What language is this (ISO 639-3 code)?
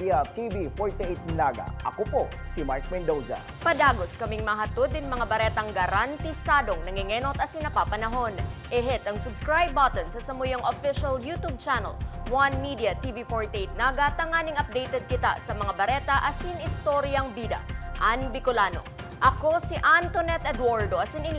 bik